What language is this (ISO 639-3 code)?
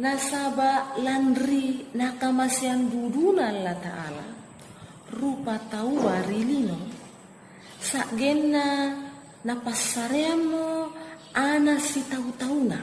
mak